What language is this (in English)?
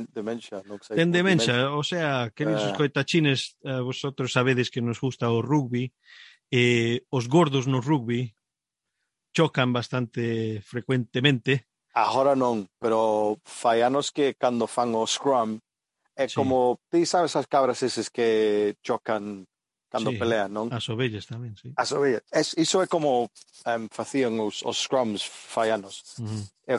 Galician